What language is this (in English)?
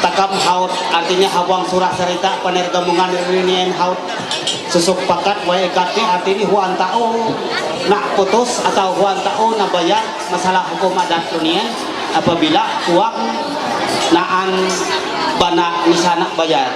Ma'anyan